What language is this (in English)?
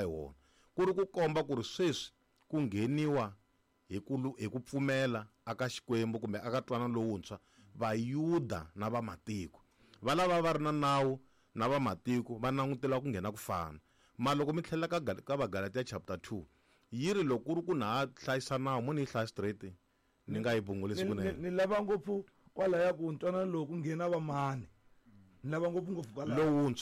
Tsonga